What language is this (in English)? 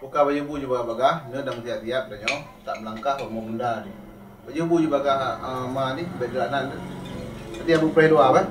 Achinese